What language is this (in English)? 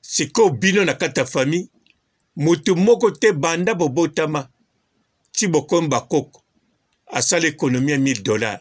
Lingala